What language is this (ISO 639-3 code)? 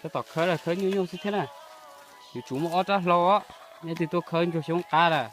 hmn